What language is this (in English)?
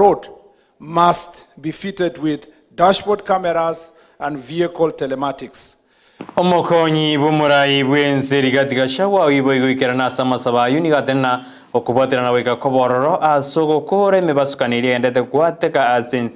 Gusii